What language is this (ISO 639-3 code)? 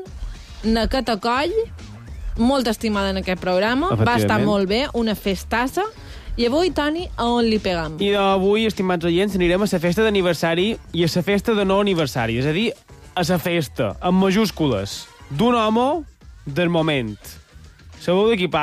cat